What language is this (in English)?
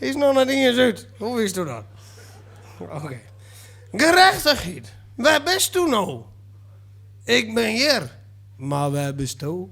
Western Frisian